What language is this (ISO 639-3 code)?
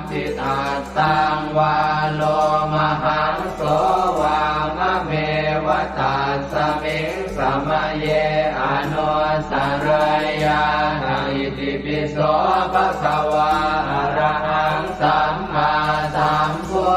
pli